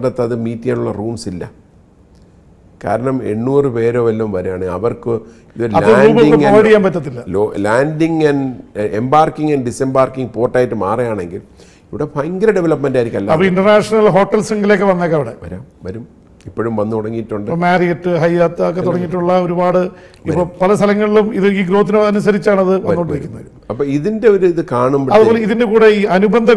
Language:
Malayalam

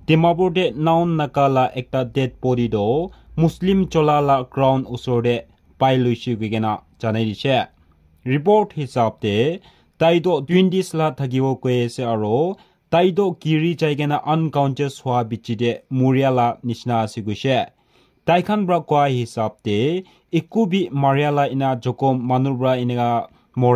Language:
Naga Pidgin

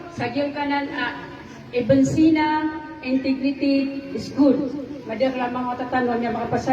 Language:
Maranao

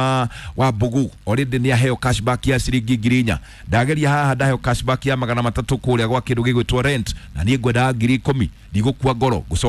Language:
Kikuyu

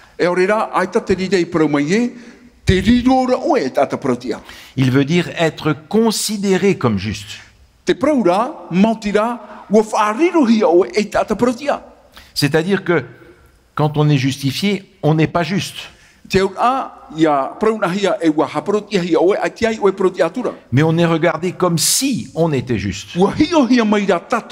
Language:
Tahitian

